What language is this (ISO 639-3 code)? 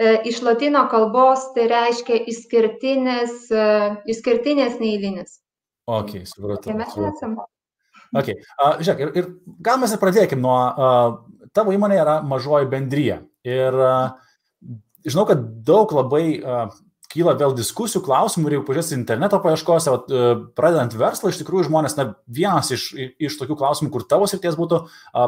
lit